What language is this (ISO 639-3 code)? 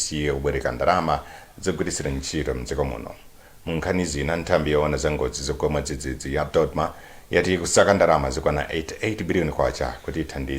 nya